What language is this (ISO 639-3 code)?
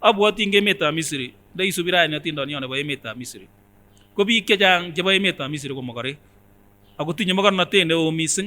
sgc